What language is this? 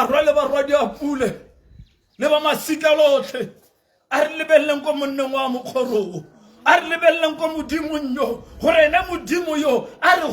Tswana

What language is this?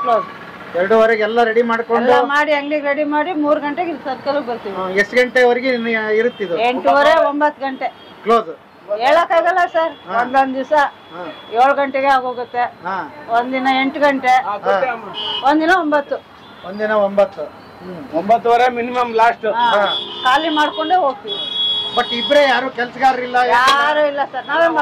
Kannada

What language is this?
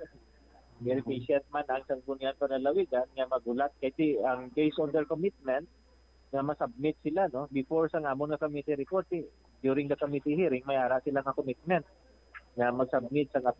Hiligaynon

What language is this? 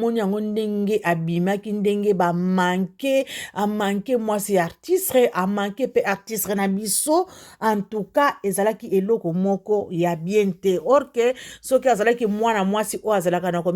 Lingala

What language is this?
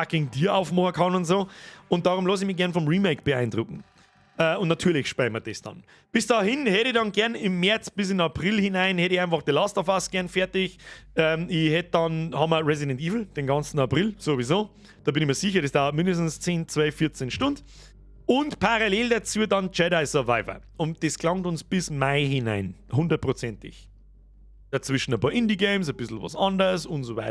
Bavarian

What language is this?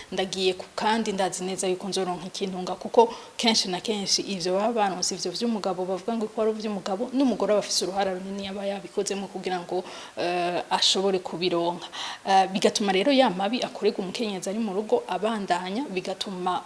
Rundi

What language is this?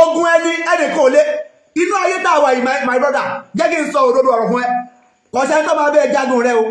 Yoruba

